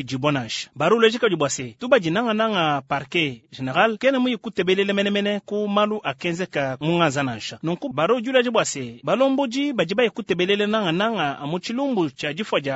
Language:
Luba-Lulua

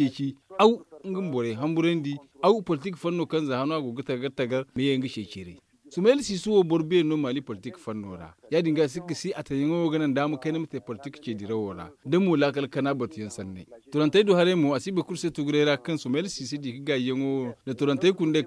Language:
Zarma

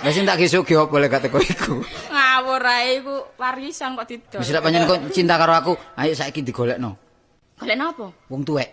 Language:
Javanese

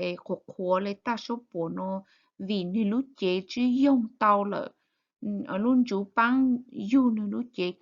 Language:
Hmong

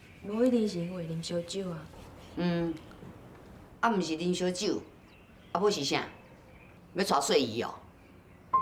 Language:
Min Nan Chinese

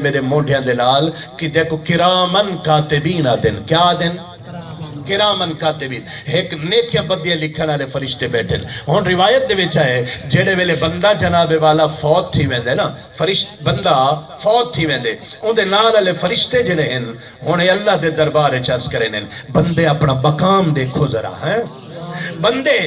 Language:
Saraiki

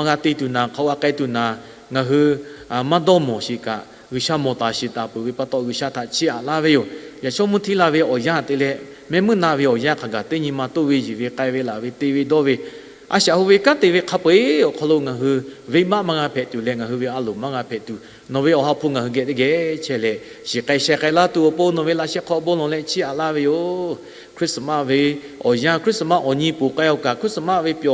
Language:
Lahu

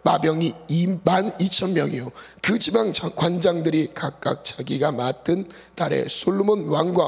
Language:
Korean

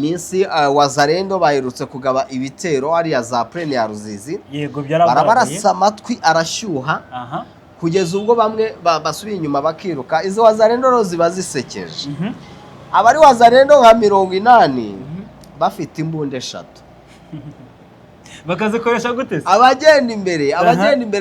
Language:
Kinyarwanda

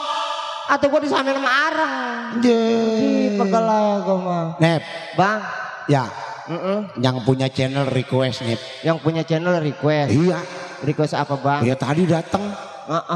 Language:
Betawi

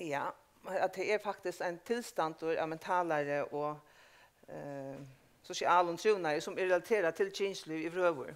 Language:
Faroese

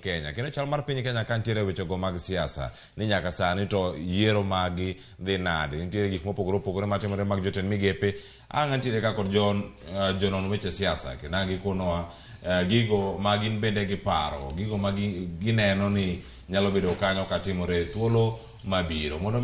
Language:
Luo (Kenya and Tanzania)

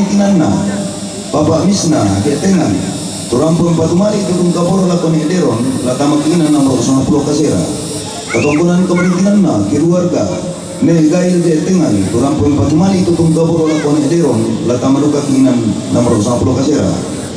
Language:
Toraja-Sa'dan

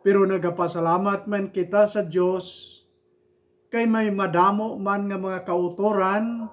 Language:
Hiligaynon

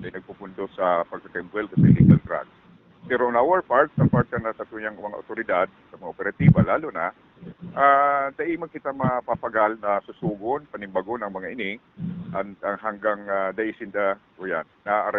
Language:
Bikol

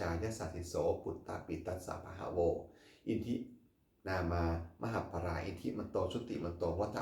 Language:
Pali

